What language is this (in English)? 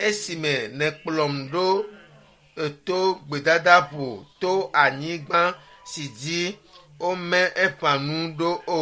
Ewe